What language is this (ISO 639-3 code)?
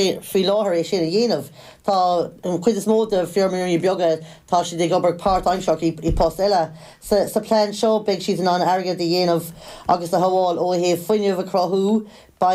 gle